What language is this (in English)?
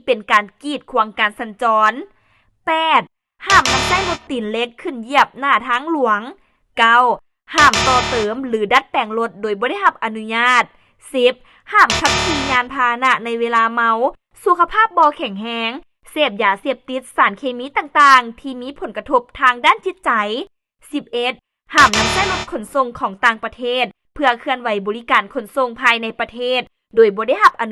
Lao